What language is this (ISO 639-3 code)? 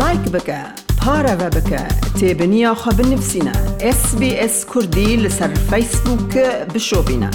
kur